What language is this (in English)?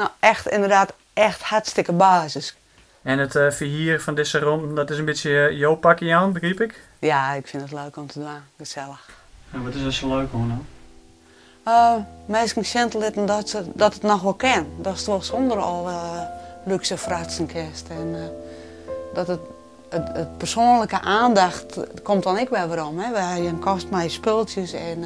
Western Frisian